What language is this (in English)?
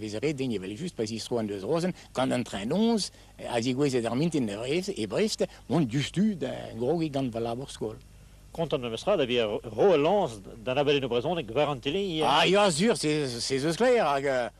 Breton